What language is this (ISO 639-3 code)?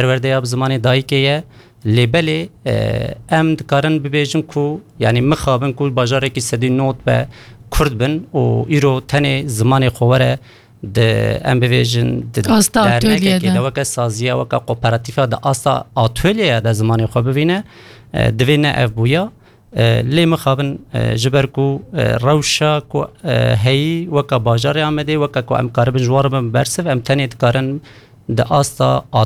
kur